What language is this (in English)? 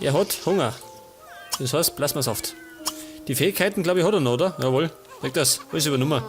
Bavarian